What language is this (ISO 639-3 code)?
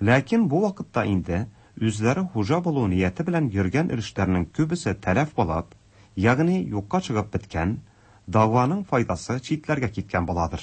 tat